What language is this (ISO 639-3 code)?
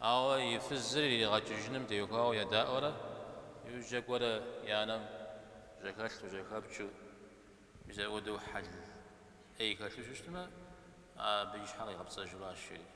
kbd